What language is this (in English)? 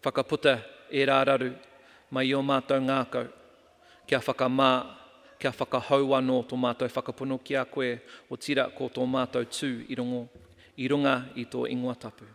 Māori